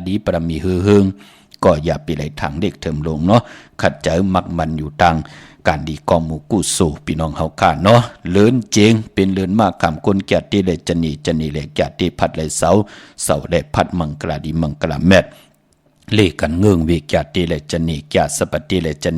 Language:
Shan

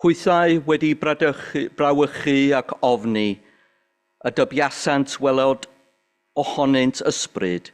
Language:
Welsh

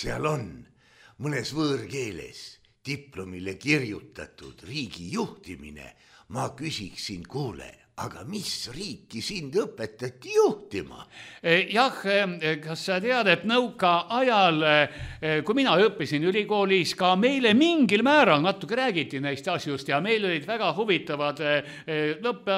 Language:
Estonian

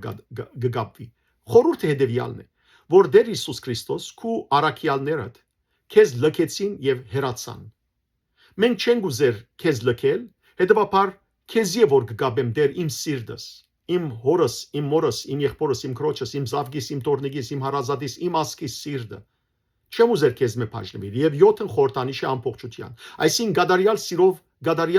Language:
Western Armenian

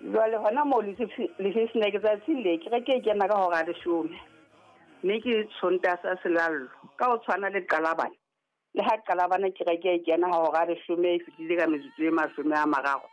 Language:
Southern Sotho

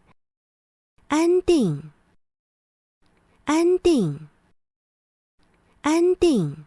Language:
Hakka Chinese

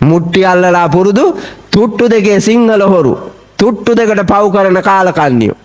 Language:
Sinhala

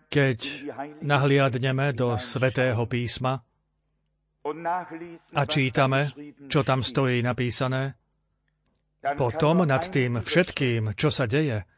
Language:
Slovak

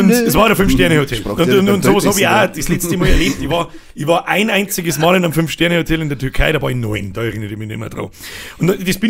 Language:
Bavarian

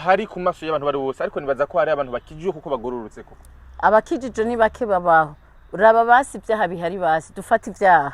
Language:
Rundi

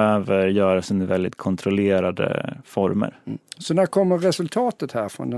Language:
Swedish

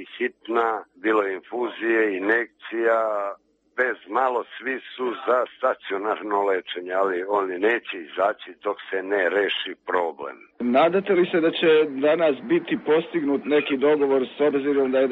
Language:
Serbian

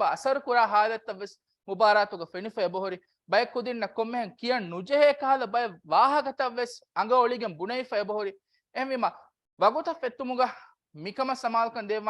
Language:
Divehi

